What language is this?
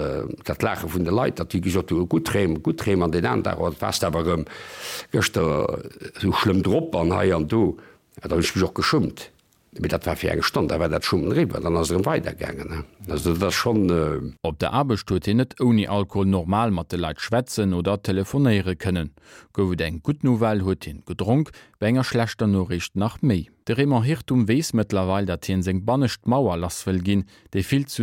Luxembourgish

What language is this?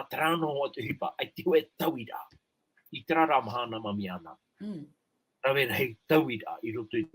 Tahitian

